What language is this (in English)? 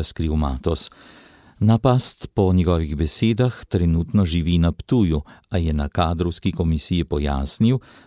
Slovenian